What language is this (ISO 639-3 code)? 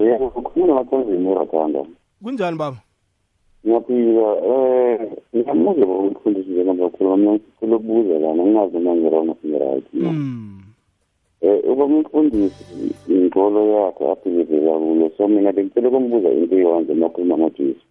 nbl